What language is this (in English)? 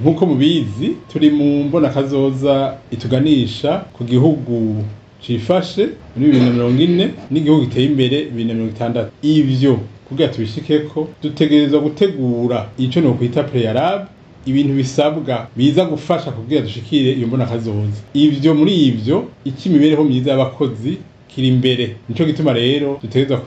Rundi